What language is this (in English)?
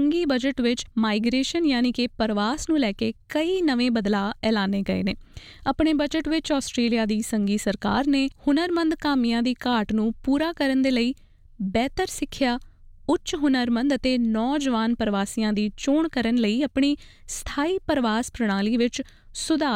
Punjabi